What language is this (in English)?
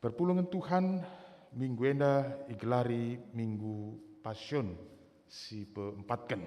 Batak Karo